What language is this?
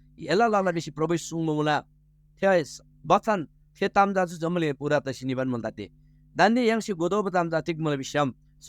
Eastern Tamang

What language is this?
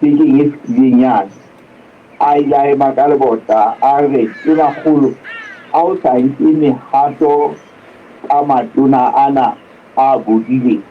Southern Sotho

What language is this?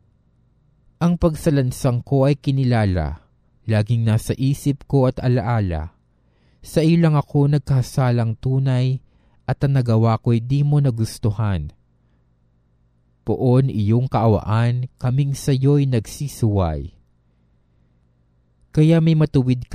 Filipino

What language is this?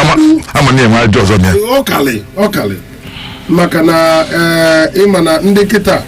Igbo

